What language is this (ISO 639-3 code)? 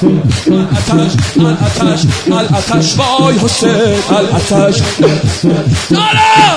fas